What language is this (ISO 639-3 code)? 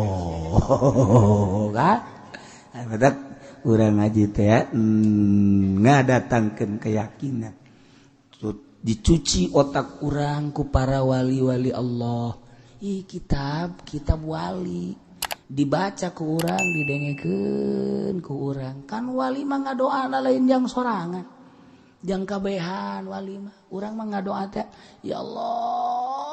sun